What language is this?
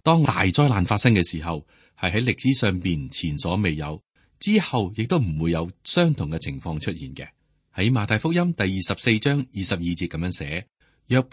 Cantonese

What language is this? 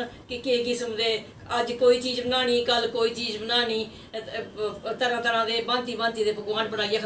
Dogri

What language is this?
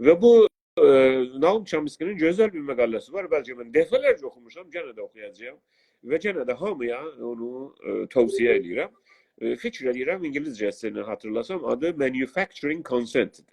South Azerbaijani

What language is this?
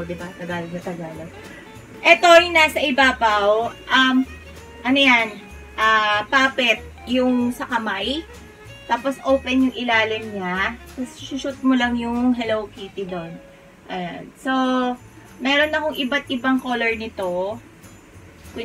Filipino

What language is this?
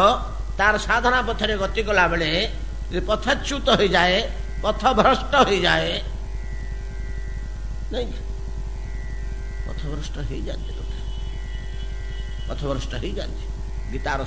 Odia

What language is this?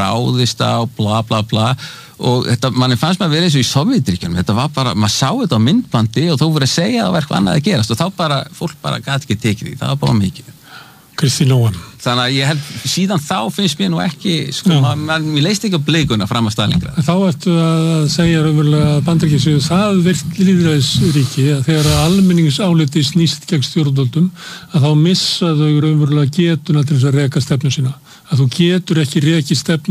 Icelandic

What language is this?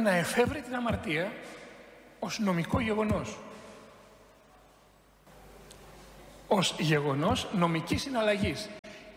Greek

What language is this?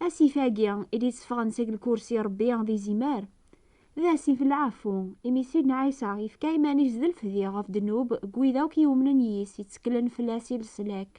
Kabyle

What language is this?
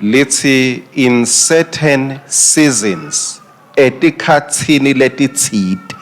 Swati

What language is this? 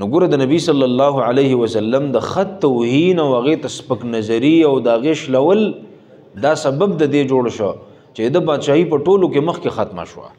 Pashto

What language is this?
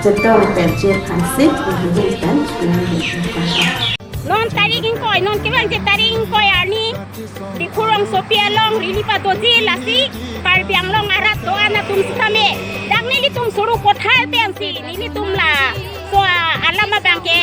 Karbi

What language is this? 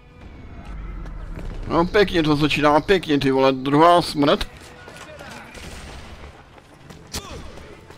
Czech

